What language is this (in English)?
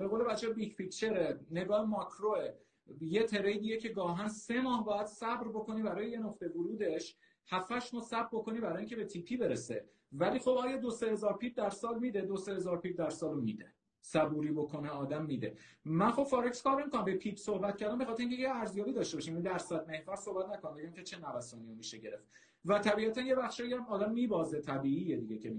Persian